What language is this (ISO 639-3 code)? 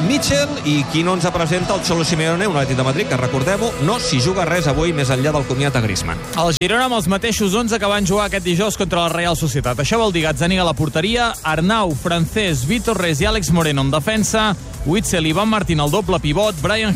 cat